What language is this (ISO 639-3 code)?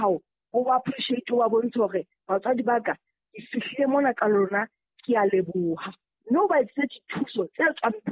sot